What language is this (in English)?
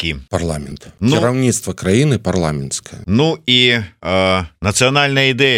Belarusian